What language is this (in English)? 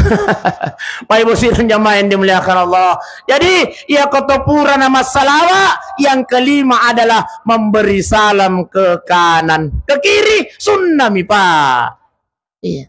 Buginese